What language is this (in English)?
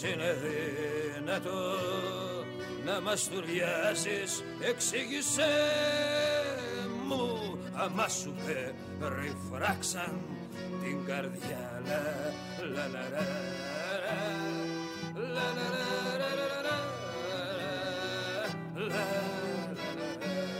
Greek